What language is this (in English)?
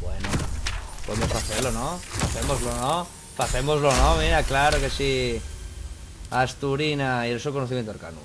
Asturian